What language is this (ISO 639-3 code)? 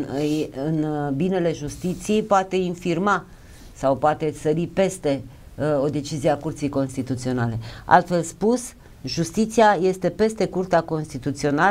ron